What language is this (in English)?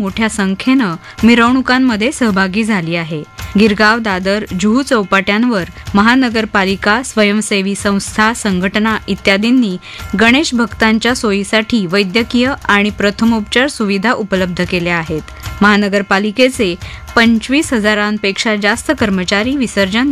Marathi